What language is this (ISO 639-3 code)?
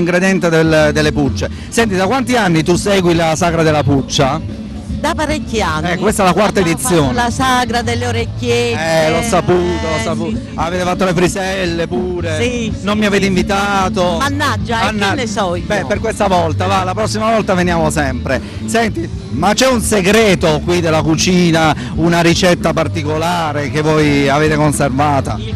ita